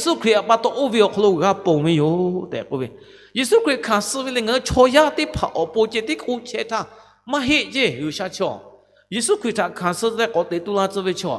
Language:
Lahu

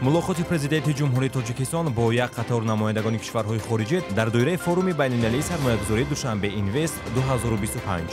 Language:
Tajik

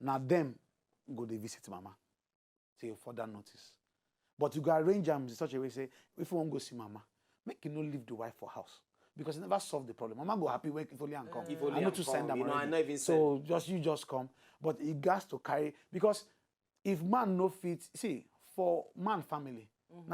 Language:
Nigerian Pidgin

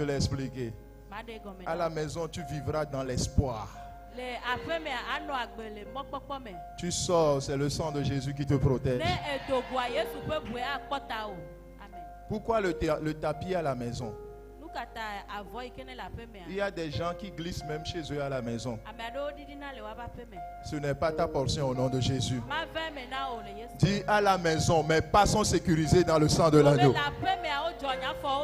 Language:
Ewe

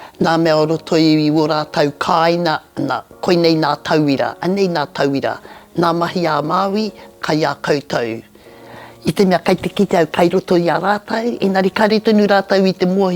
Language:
Māori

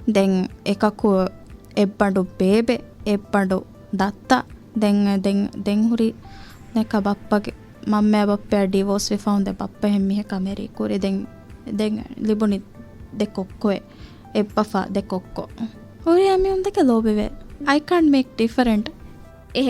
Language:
Divehi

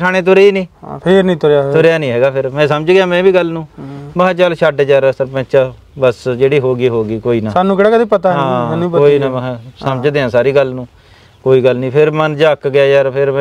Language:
Punjabi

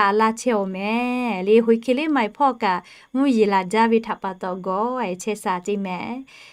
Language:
Lahu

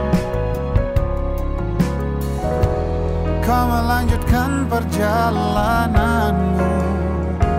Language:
Indonesian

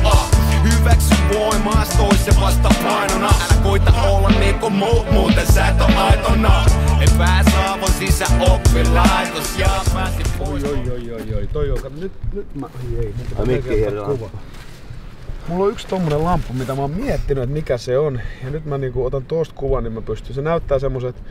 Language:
Finnish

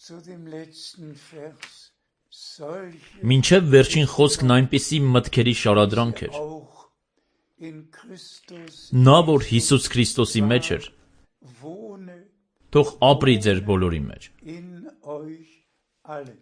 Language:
Armenian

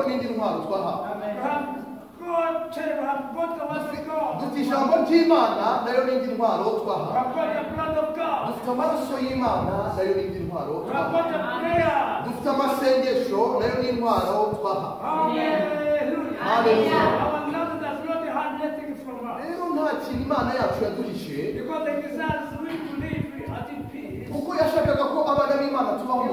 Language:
Kinyarwanda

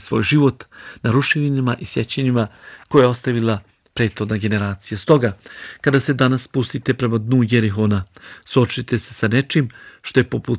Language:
Bosnian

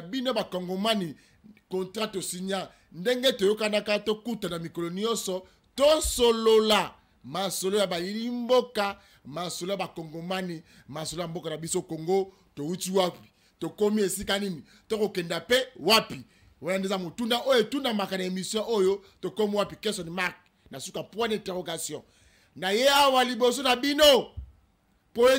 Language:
Lingala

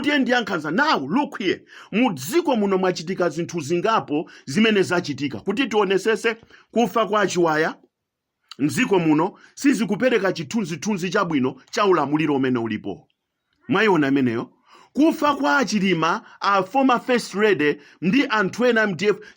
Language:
Nyanja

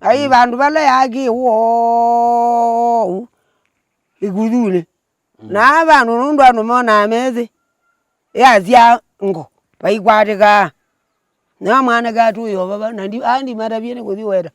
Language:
Kamba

